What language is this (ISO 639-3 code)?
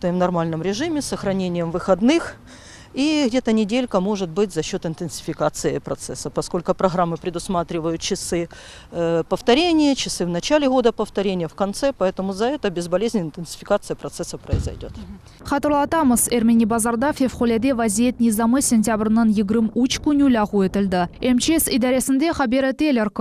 crh